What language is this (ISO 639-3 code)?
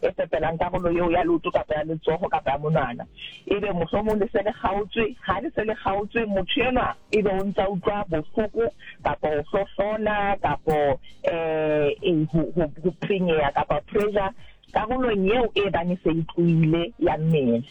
sot